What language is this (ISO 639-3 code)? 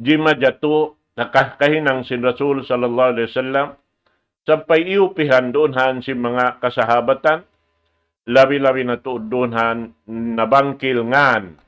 tsg